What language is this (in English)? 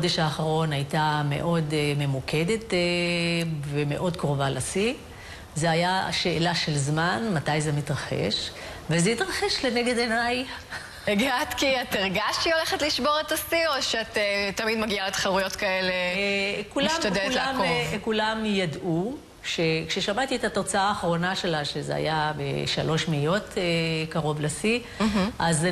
Hebrew